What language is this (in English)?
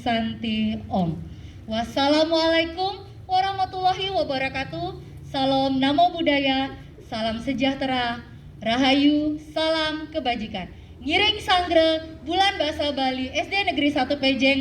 Balinese